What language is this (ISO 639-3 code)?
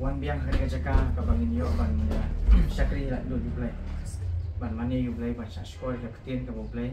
kha